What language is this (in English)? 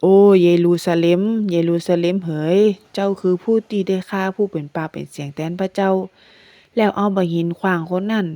Northern Thai